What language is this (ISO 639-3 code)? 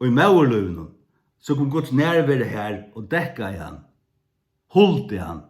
fao